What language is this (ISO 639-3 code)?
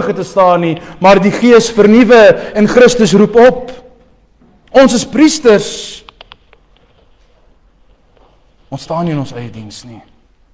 afr